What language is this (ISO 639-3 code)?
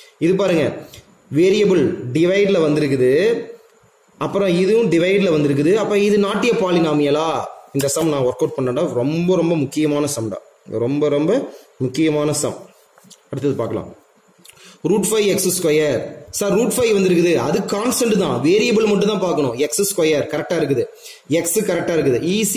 tam